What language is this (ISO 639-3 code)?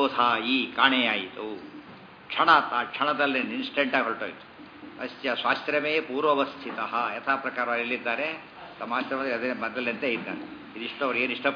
kan